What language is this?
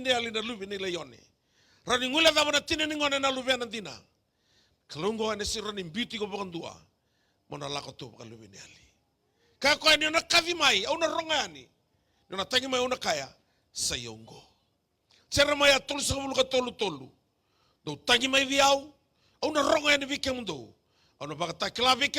Fijian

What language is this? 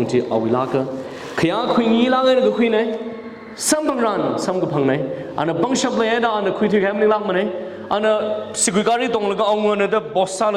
Tangkhul Naga (India)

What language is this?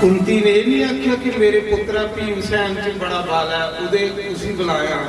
Dogri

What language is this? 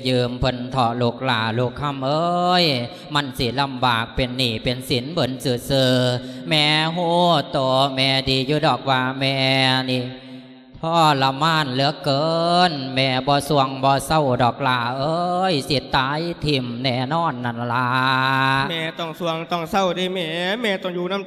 Lao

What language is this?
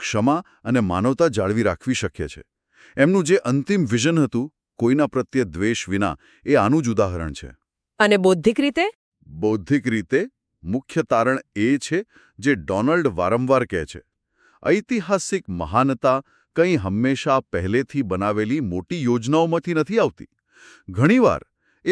Gujarati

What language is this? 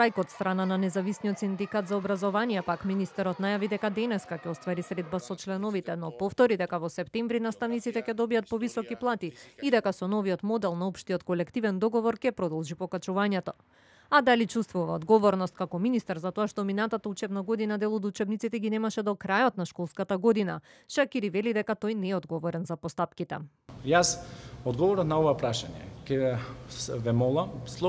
Macedonian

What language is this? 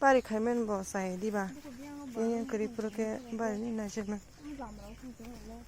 Kok Borok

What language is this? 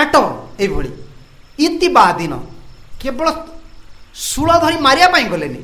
Odia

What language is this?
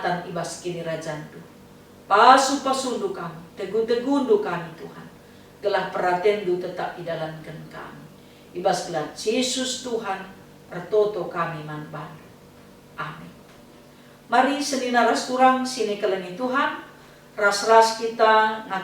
Batak Karo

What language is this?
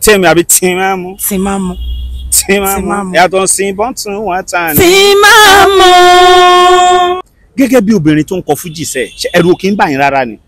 Yoruba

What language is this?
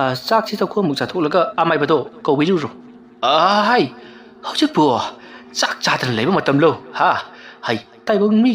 Manipuri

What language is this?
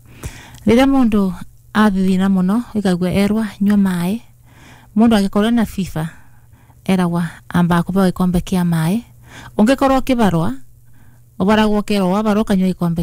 Kikuyu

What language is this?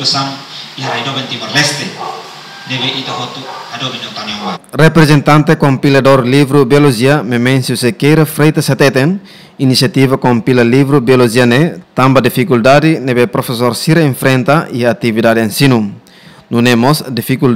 Tetum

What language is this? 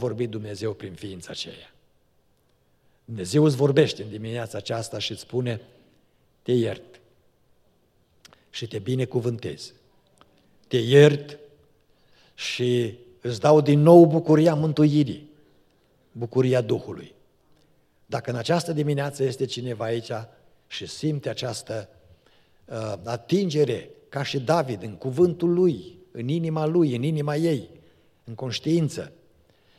Romanian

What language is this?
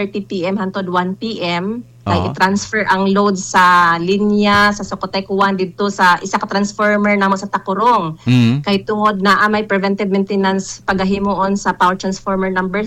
Cebuano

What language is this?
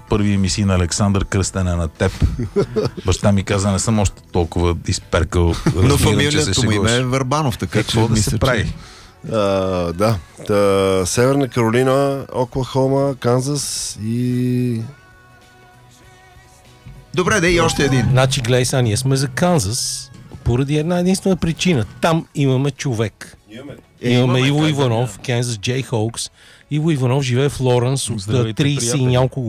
Bulgarian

